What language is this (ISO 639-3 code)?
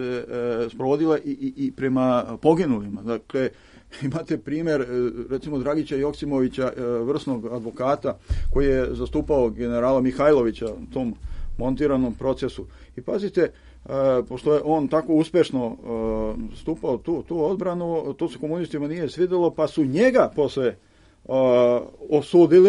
srp